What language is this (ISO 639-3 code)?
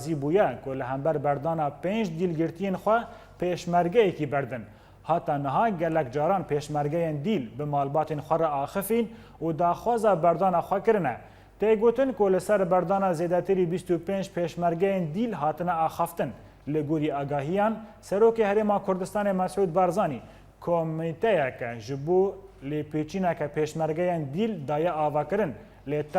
kur